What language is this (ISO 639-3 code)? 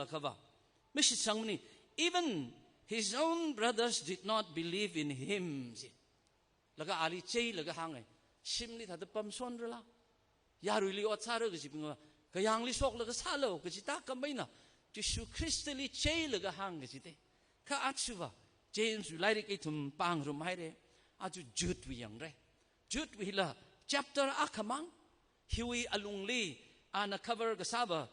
nmf